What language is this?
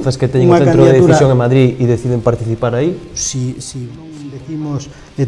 Galician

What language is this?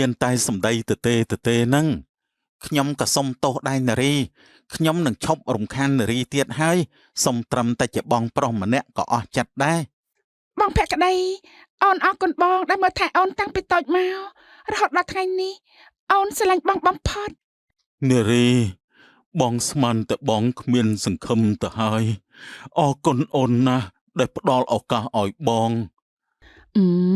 Khmer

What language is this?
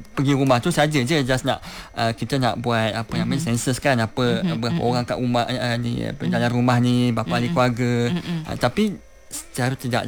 Malay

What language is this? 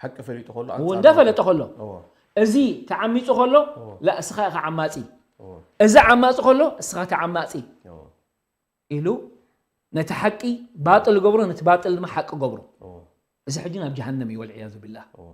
Tigrinya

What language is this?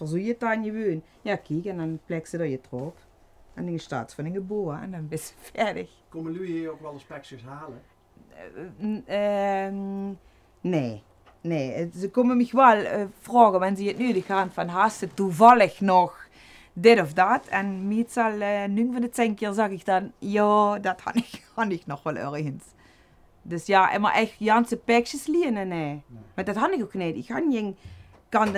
Limburgish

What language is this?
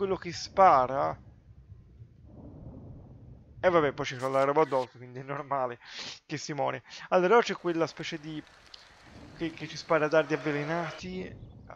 Italian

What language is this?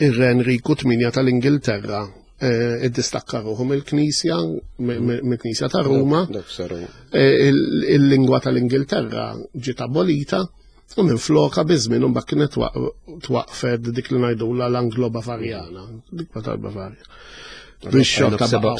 Maltese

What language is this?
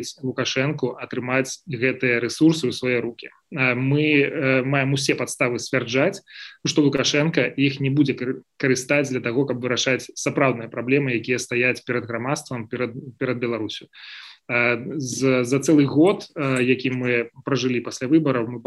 Belarusian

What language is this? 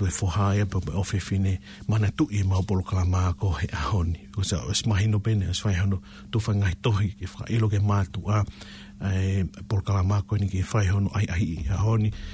Tongan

